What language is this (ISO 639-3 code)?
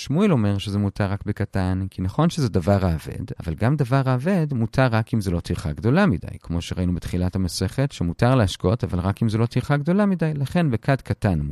heb